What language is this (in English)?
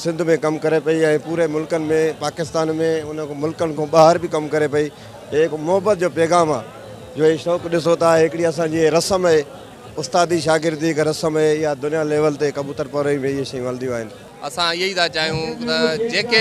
Sindhi